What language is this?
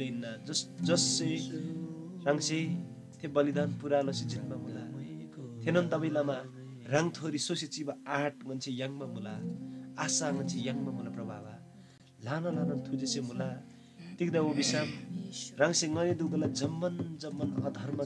Eastern Tamang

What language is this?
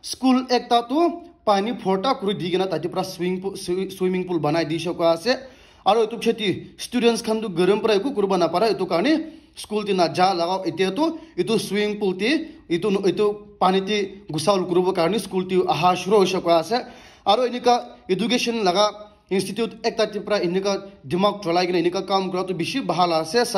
Naga Pidgin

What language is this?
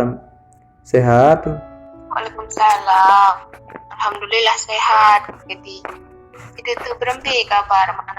Sasak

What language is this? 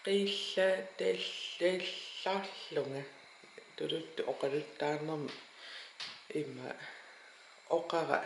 Kalaallisut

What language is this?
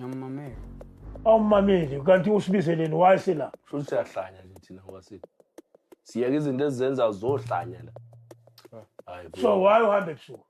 Zulu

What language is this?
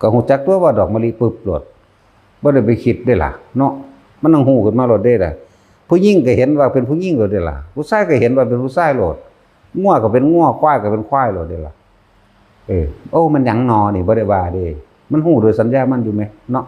Northeastern Thai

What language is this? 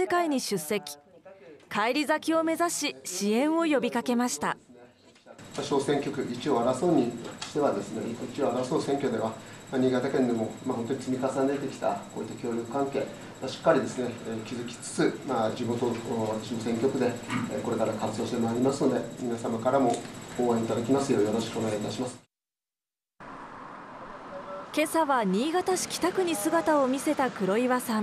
Japanese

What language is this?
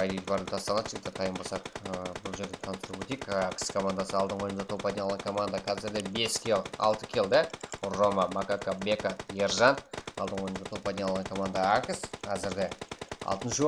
Kara-Kalpak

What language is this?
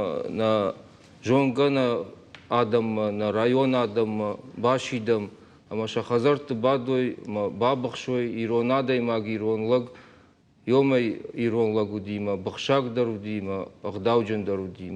Ossetic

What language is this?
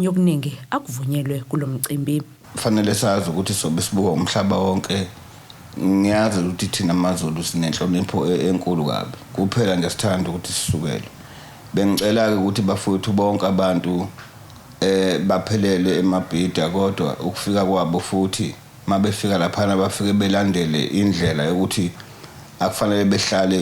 Zulu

